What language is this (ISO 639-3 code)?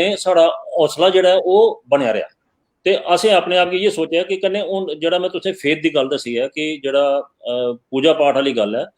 doi